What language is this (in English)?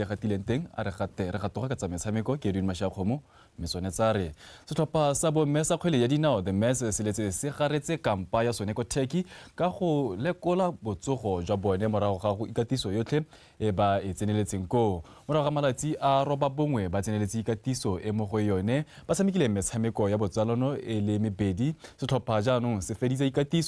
Tswana